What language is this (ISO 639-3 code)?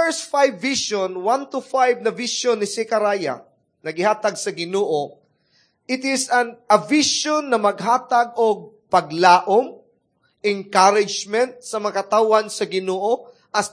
ceb